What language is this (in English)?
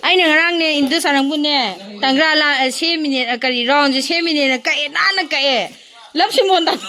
Manipuri